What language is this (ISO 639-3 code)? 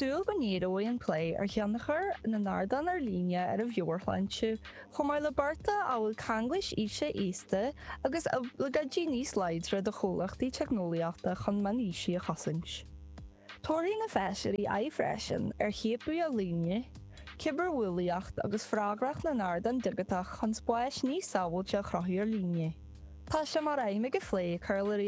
gle